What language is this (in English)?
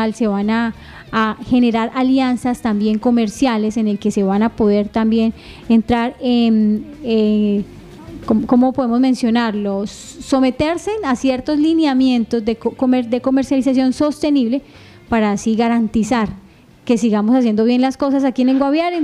Spanish